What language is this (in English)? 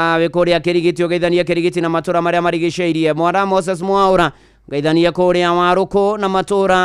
Kikuyu